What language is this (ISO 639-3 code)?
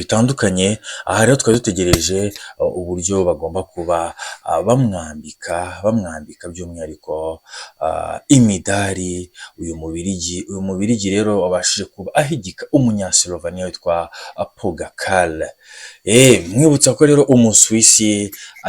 kin